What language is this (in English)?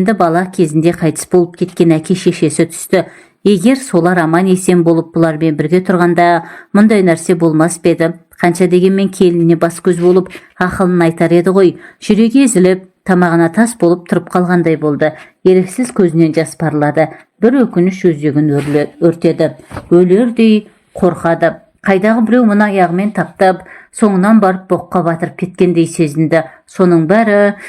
Kazakh